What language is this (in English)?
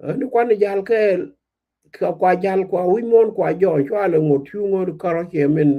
Nuer